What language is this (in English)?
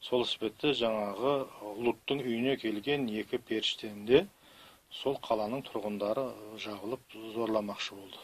Kazakh